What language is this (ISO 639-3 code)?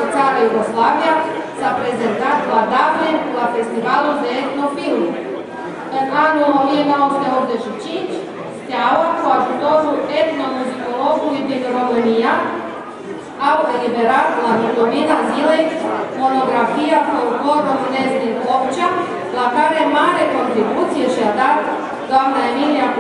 ron